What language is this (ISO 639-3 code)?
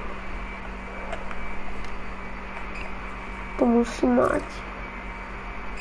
slk